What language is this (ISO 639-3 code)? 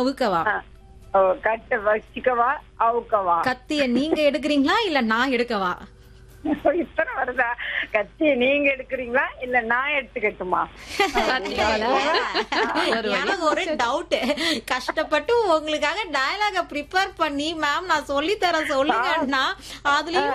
tam